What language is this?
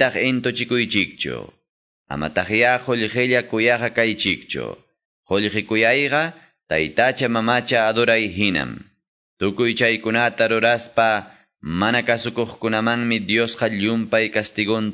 Quechua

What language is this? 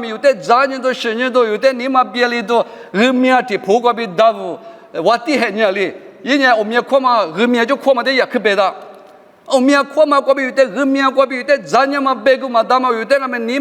Lisu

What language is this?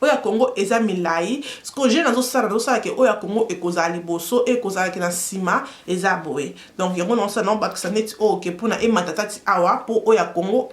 Lingala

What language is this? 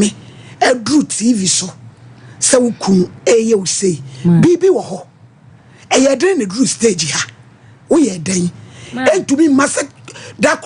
Akan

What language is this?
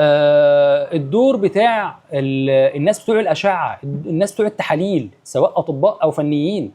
Egyptian Arabic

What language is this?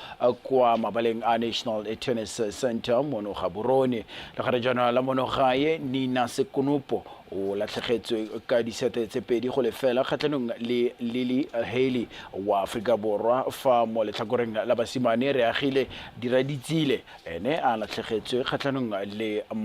Tswana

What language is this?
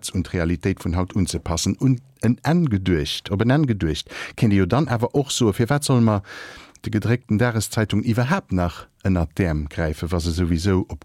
Luxembourgish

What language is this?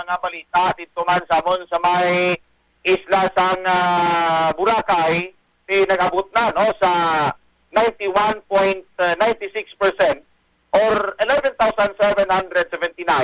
Hiligaynon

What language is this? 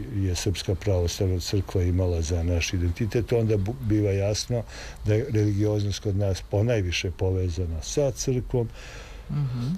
Serbian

